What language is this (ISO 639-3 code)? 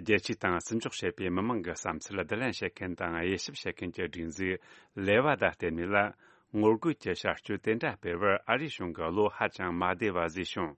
bod